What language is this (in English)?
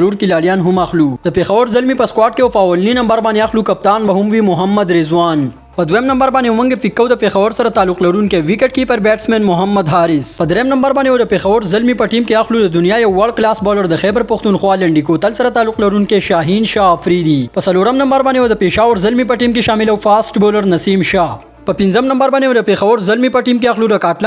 Pashto